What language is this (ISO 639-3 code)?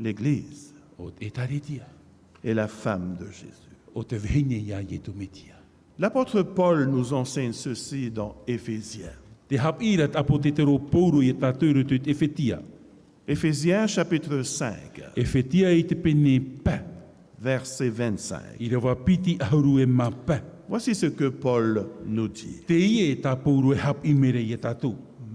tah